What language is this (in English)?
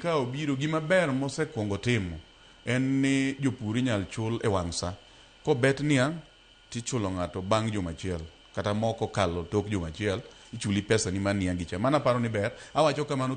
Luo (Kenya and Tanzania)